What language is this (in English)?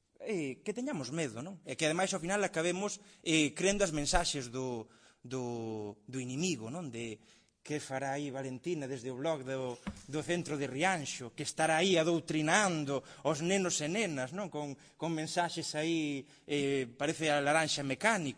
Galician